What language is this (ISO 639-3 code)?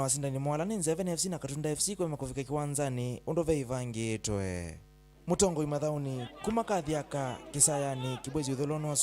kam